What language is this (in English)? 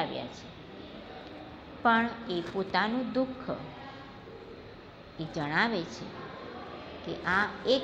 Gujarati